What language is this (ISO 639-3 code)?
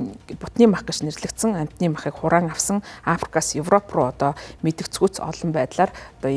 mon